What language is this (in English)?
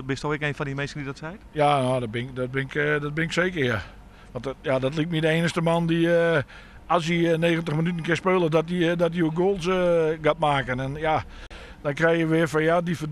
Western Frisian